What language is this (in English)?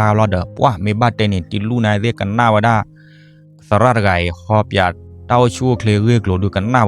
S'gaw Karen